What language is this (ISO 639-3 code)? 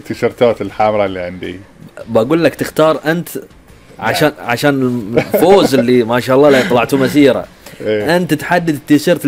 afb